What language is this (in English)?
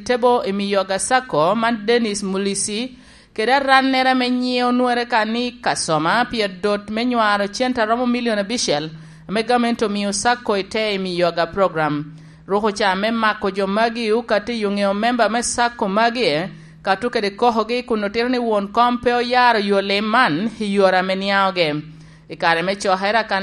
Lango (Uganda)